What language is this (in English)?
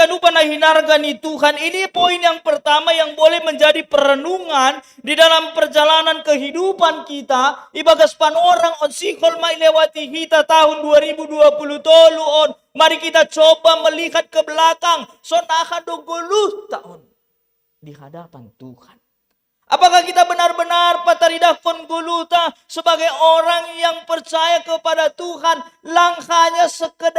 Batak Simalungun